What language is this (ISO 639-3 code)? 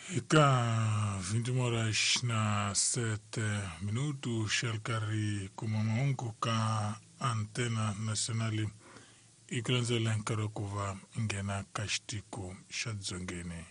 tso